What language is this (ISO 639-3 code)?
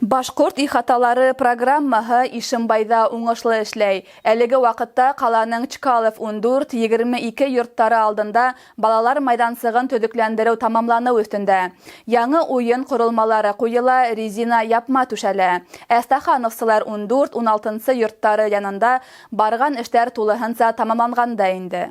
bak